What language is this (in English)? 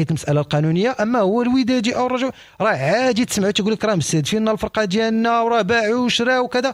Moroccan Arabic